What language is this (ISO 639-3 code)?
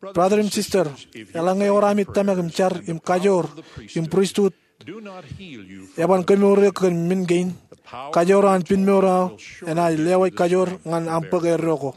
mah